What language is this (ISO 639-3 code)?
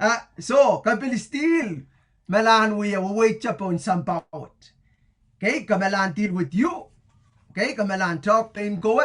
pon